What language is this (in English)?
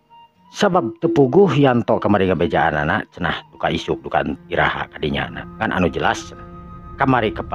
Sundanese